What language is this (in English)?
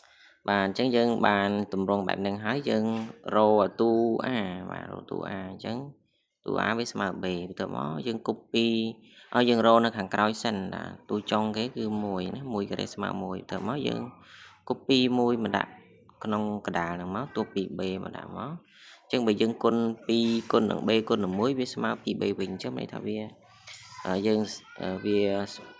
Khmer